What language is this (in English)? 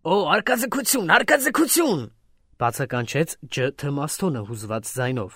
Armenian